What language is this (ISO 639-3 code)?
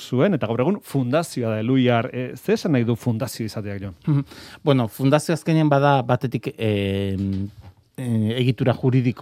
eus